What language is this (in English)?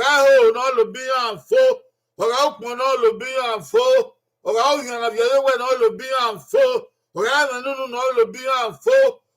Bini